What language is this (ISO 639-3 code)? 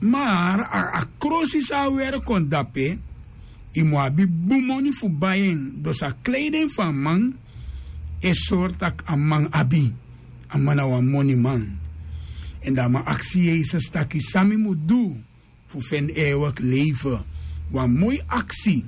srn